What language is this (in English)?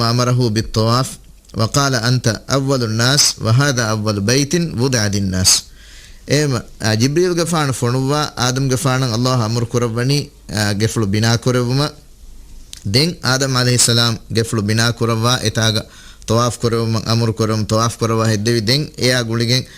Divehi